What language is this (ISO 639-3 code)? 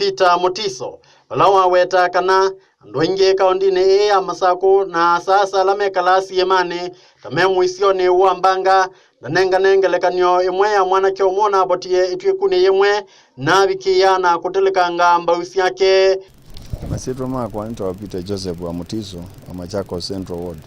kam